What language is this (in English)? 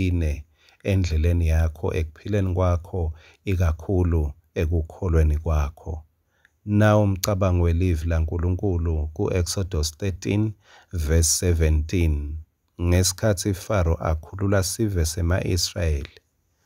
Swati